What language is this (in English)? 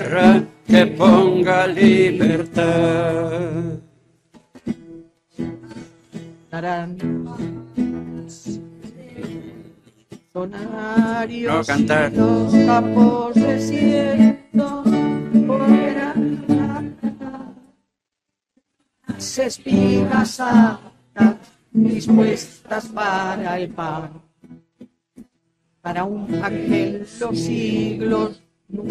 Spanish